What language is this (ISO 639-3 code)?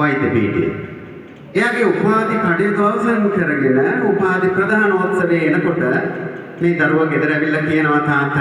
sin